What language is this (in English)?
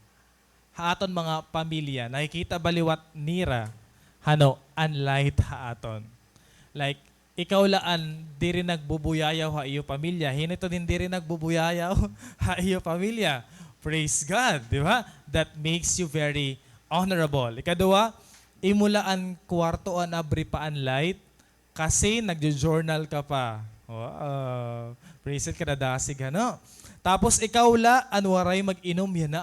Waray